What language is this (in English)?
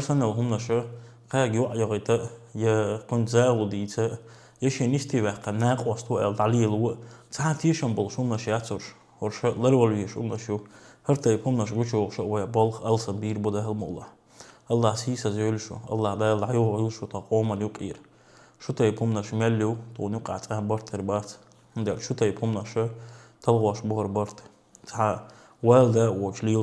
Chechen